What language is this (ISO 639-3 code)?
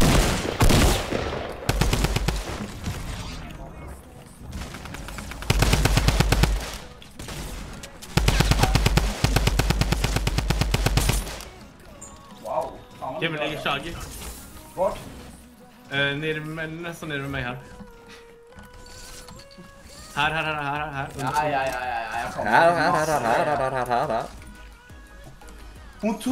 swe